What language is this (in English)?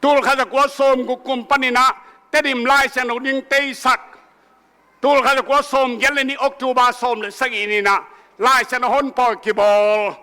Tedim Chin